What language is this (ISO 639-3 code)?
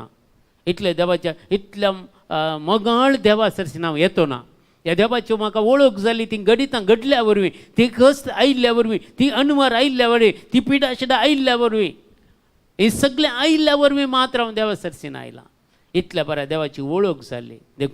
kok